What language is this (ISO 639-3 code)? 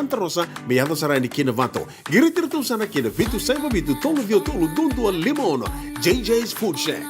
fij